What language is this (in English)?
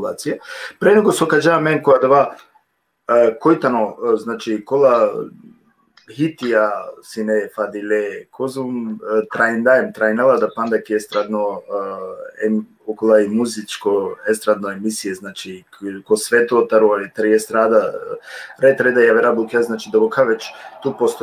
Balkan Romani